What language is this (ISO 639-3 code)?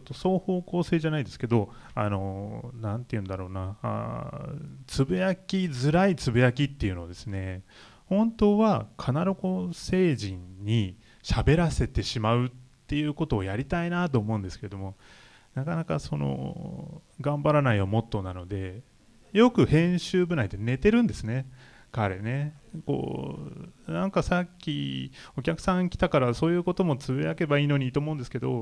jpn